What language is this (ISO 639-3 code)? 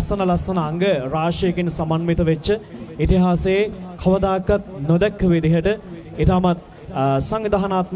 sin